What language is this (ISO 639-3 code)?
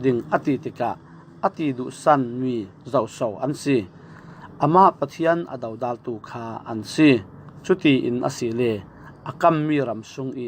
cfm